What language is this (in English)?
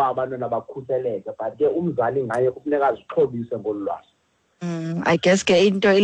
Xhosa